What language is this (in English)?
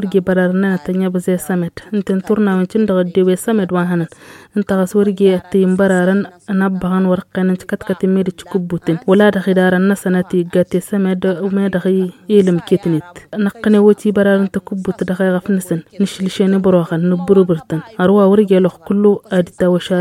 Tamasheq